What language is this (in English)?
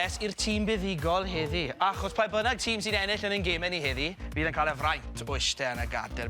Welsh